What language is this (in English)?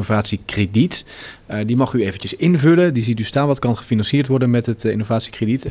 Dutch